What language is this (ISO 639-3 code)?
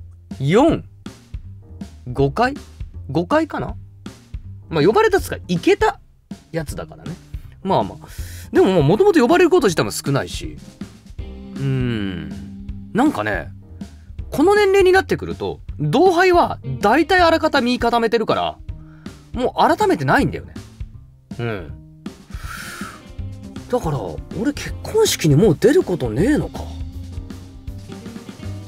jpn